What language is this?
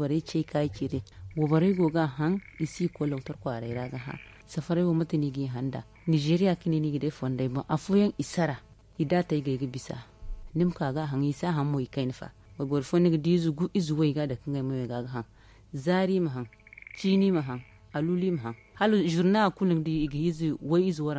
Zarma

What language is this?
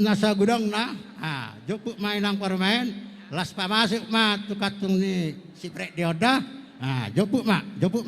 Batak Toba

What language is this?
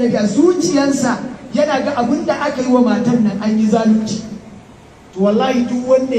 Hausa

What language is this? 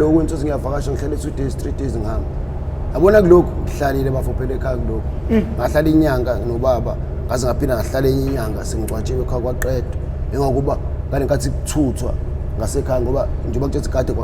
Zulu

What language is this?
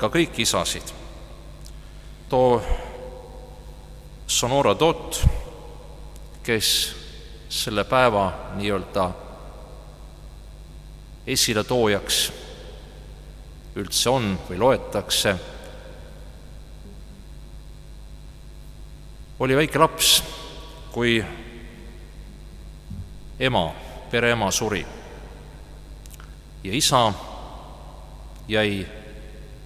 Estonian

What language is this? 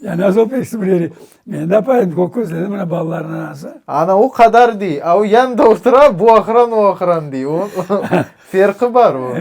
Crimean Tatar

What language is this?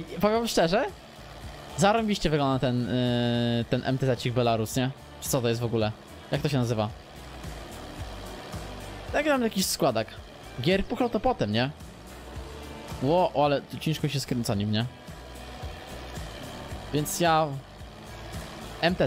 Polish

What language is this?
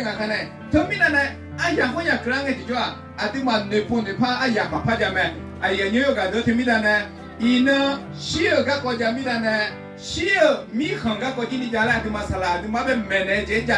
Akha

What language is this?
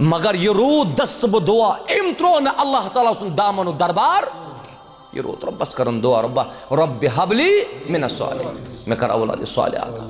Kashmiri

